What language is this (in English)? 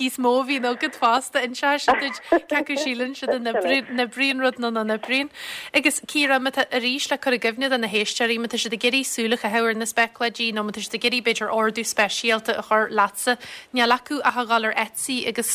Irish